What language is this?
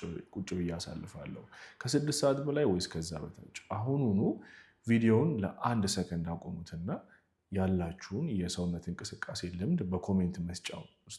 Amharic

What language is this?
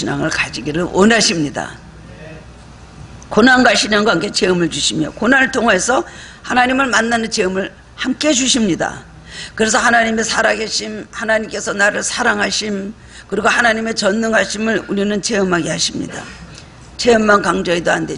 Korean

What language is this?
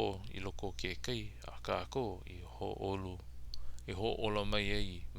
Hawaiian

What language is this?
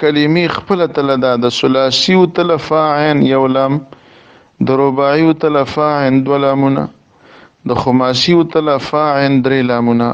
Pashto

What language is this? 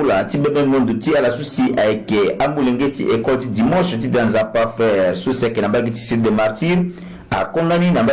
Sango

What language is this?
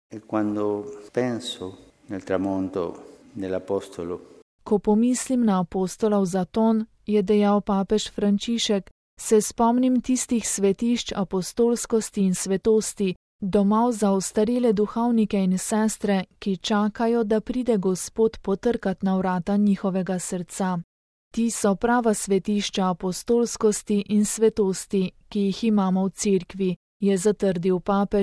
Slovenian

